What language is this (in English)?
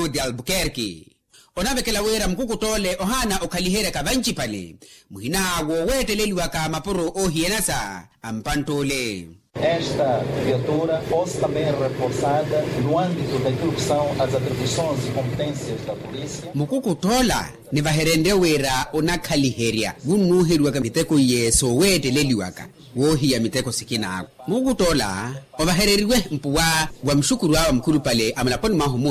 Makhuwa